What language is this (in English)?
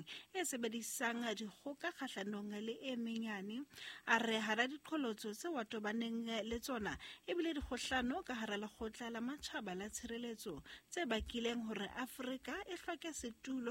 Southern Sotho